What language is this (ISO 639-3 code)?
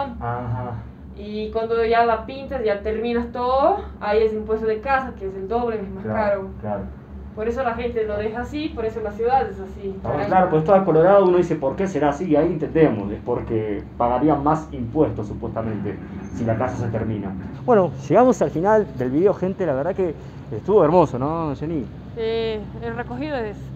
spa